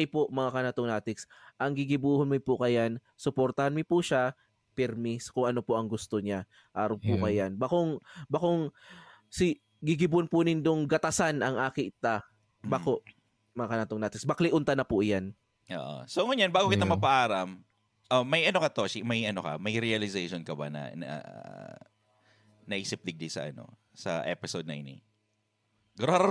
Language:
Bikol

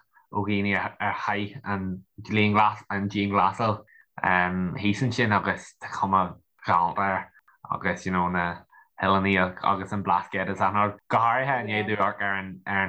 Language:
Irish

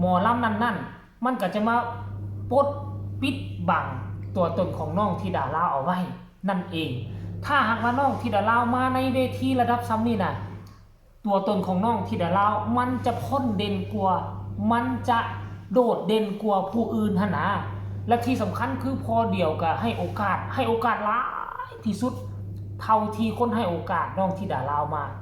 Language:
Lao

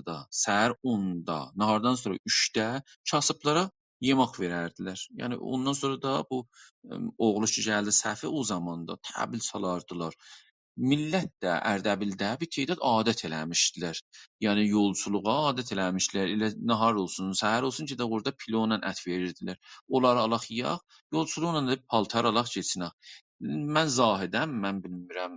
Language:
South Azerbaijani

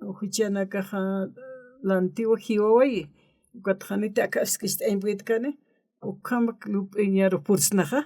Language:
Aymara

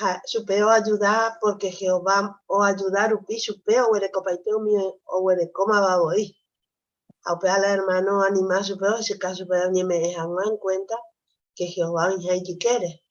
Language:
Guarani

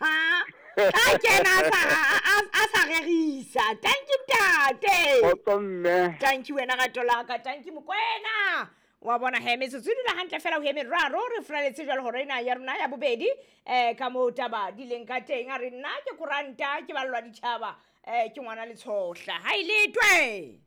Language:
Southern Sotho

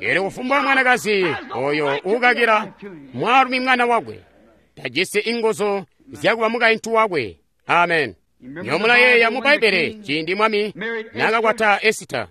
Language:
Tonga (Zambia)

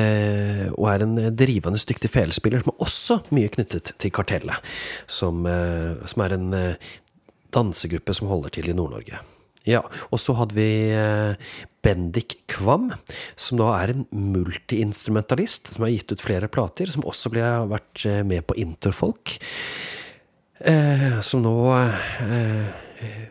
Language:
Norwegian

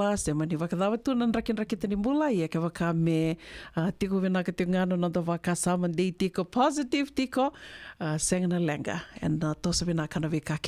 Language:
Fijian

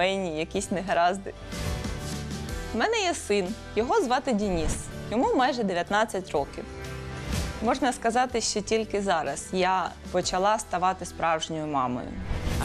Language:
Ukrainian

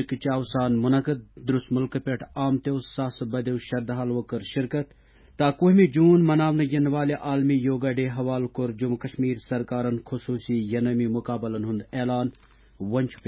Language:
Kashmiri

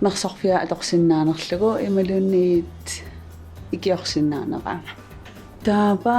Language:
Kalaallisut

